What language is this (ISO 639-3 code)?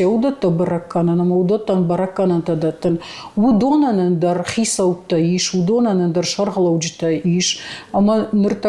oss